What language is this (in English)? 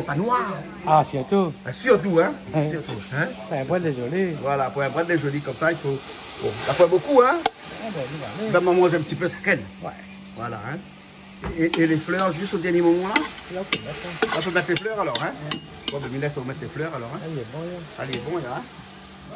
Réunion Creole French